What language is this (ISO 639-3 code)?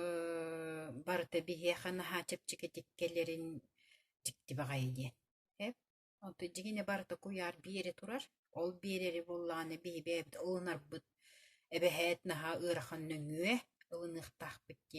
sah